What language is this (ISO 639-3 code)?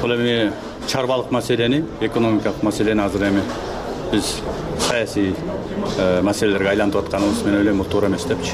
kir